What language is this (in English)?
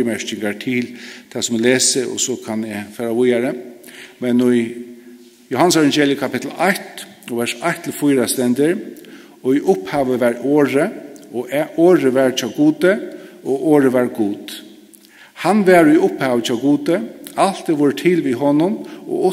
Faroese